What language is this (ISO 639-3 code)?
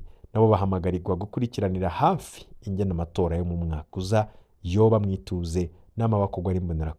run